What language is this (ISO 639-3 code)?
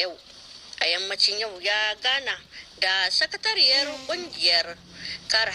hau